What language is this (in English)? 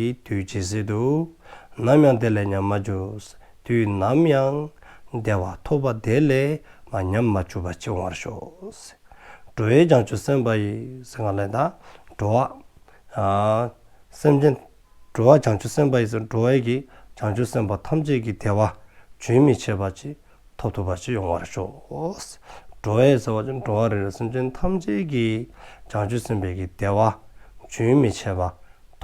Dzongkha